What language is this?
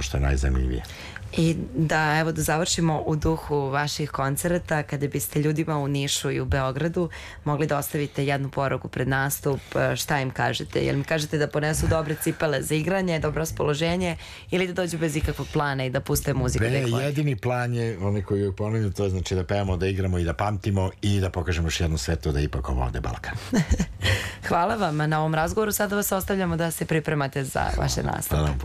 Serbian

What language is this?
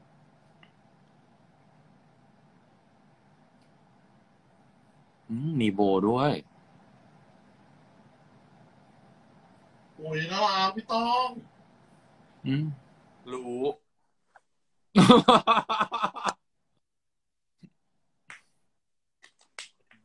Thai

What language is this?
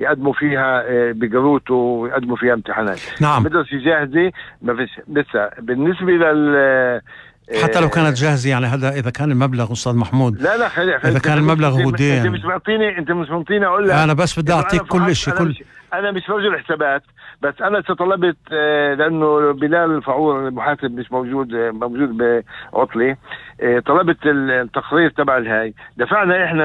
North Levantine Arabic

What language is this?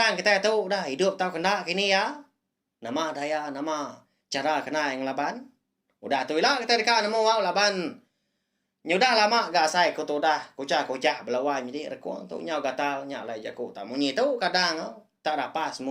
Iban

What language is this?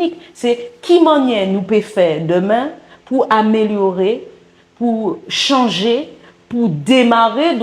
Guadeloupean Creole French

